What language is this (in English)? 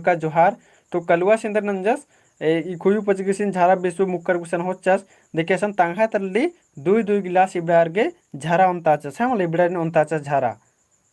Kurukh